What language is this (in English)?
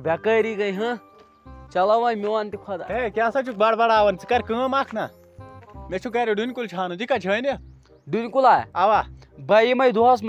Kashmiri